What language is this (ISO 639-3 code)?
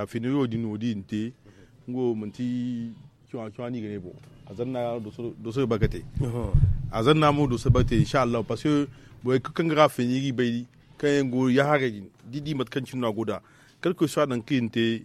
dje